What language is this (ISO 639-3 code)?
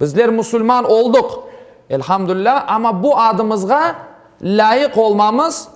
crh